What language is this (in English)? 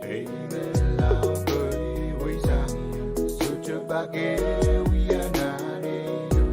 Pohnpeian